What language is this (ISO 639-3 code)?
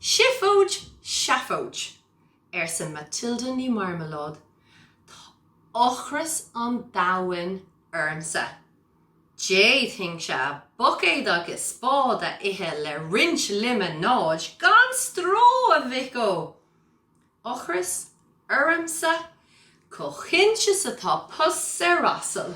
gle